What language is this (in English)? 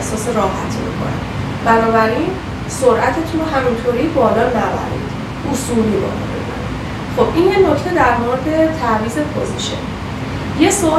Persian